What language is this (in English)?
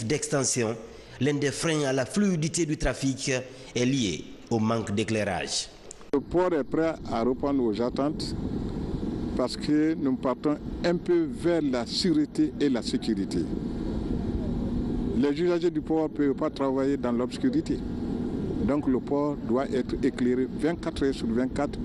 French